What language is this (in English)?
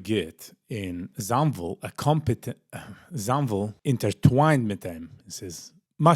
Yiddish